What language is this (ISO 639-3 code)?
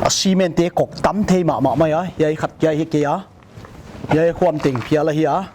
pck